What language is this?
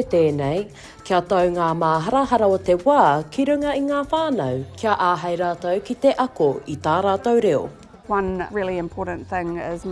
Māori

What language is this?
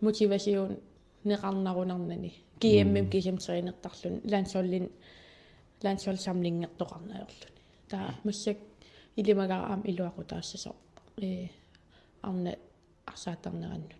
Kalaallisut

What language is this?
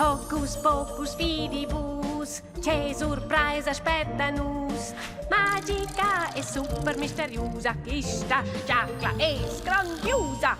Romansh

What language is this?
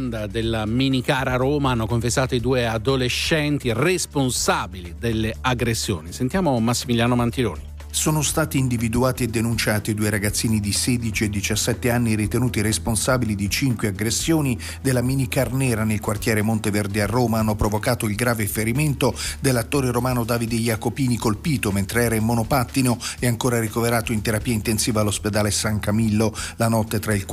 Italian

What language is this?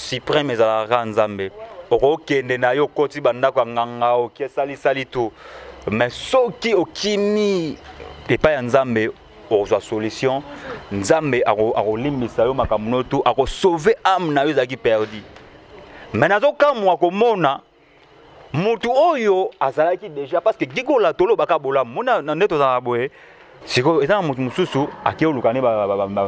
Lingala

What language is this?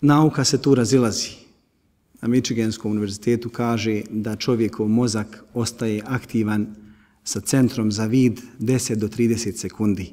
Bosnian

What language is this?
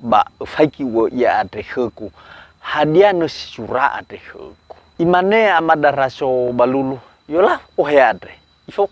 Nias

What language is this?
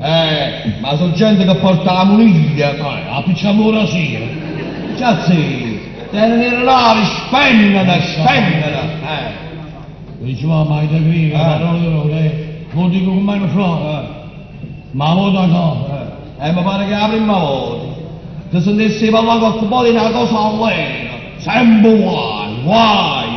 Neapolitan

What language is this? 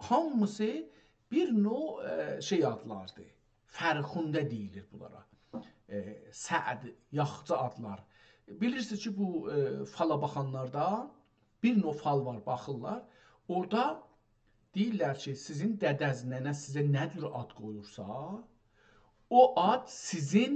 South Azerbaijani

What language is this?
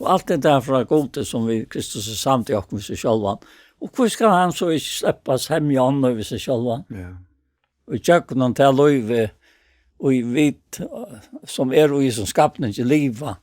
Faroese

